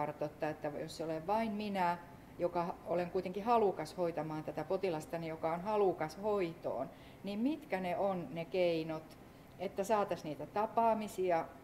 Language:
Finnish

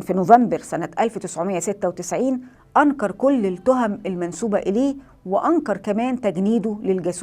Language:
Egyptian Arabic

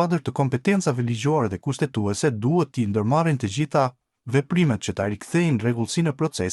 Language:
Albanian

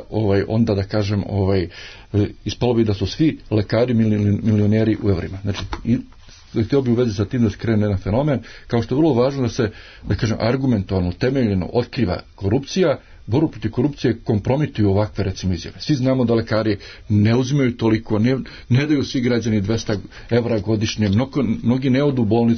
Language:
Serbian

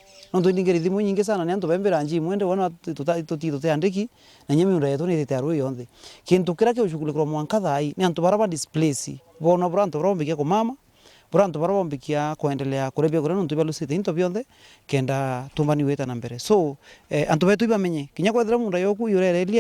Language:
Meru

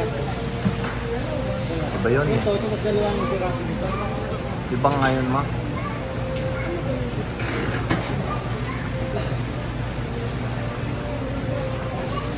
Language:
Filipino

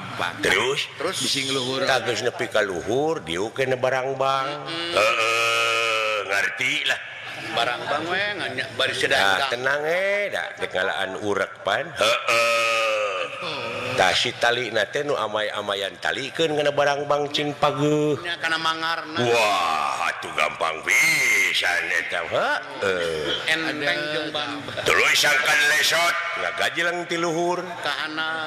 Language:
Sundanese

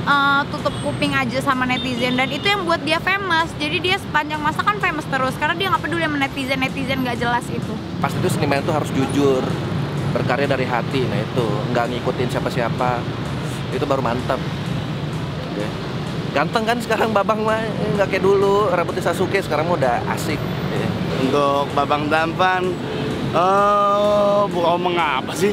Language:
Indonesian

